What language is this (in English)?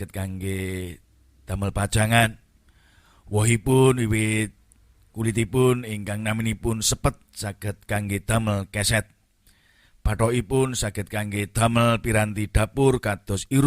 Javanese